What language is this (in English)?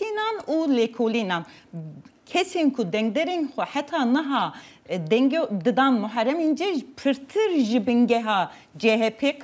Kurdish